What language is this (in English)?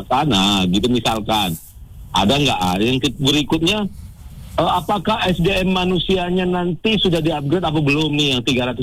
Indonesian